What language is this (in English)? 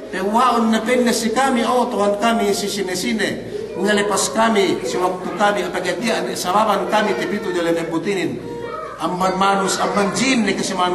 Yakan